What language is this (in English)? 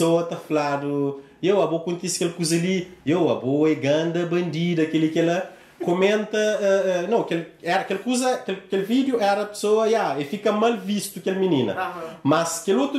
Kabuverdianu